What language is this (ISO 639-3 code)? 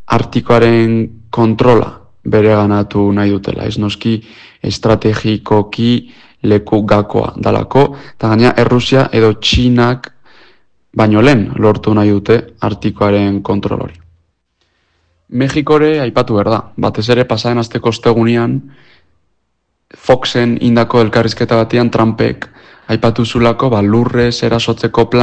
eus